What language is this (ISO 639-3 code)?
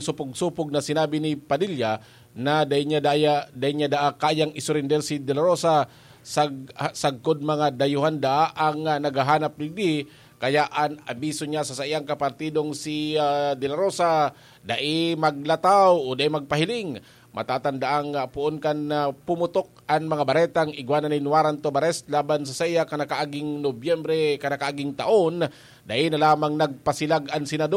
bik